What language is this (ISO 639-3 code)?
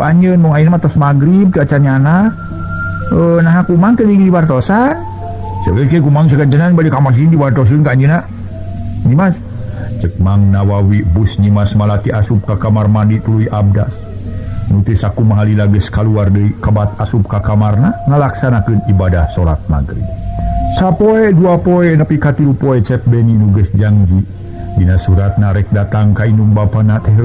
sun